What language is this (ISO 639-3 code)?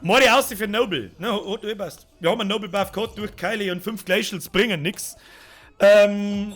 bar